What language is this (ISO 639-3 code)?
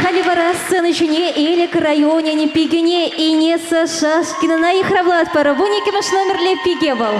chv